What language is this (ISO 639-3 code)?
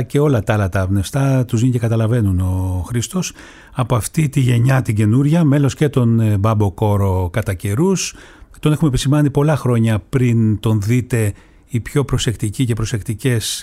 ell